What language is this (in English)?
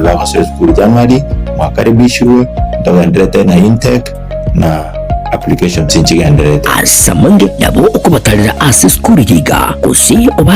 Gusii